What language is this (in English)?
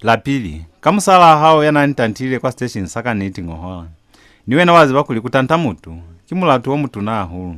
Lozi